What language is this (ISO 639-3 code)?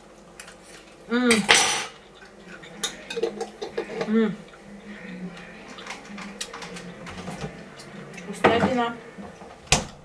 rus